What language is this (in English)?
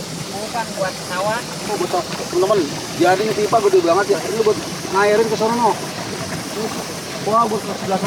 Betawi